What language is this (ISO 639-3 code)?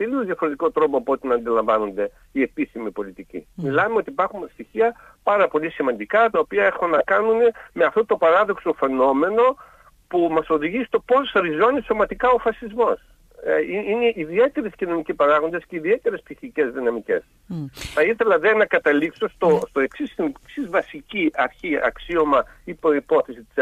ell